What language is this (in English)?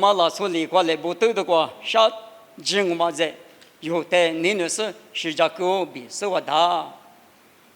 Lisu